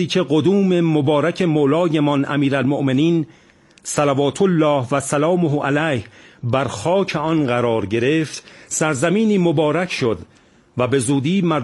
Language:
Persian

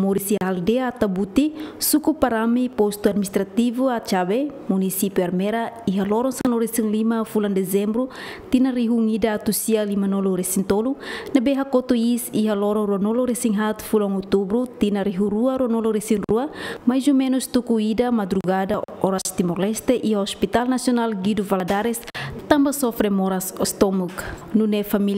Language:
Tetum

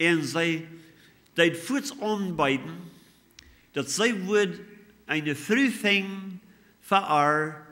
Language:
Plautdietsch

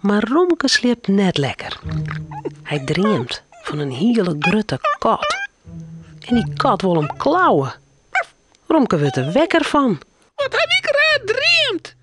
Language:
Western Frisian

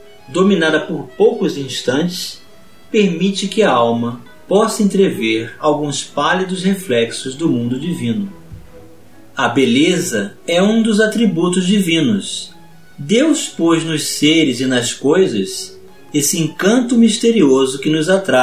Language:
Portuguese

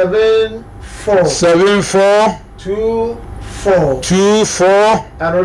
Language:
Akan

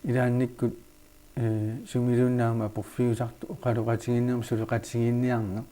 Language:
Kalaallisut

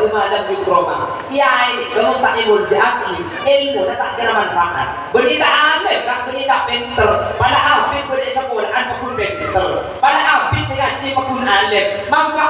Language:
Madurese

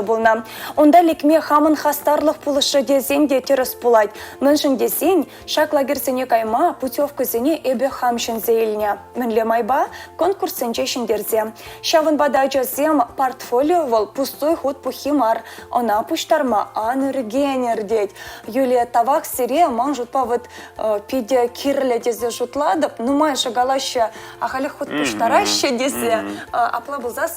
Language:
Chuvash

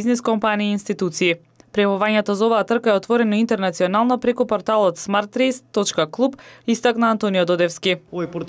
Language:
Macedonian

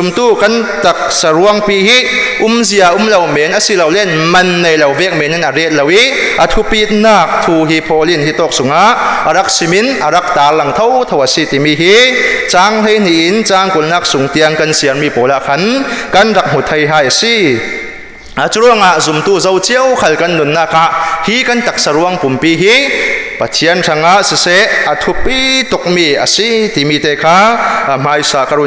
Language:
Falam Chin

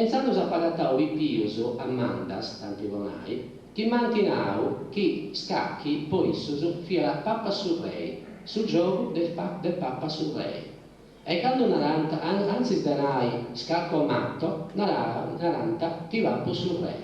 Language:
Sardinian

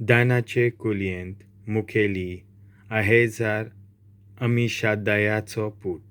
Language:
Konkani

